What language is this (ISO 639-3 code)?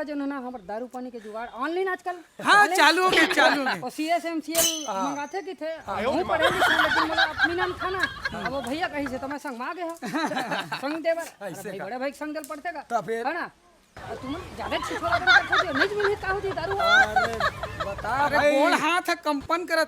hne